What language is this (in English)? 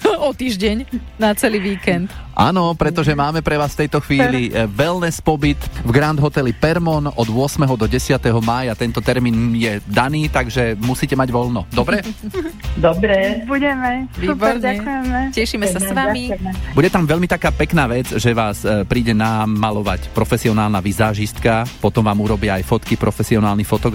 Slovak